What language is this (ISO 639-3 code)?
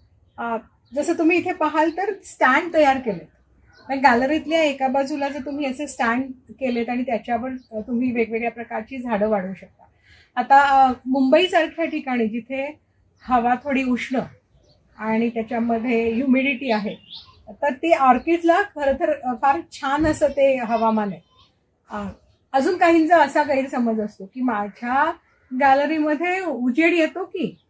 mar